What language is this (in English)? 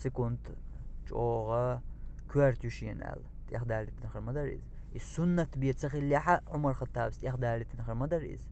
Chechen